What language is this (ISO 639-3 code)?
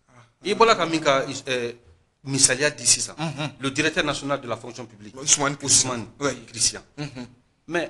bam